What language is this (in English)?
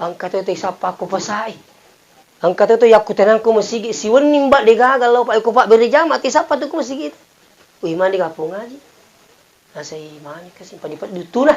Buginese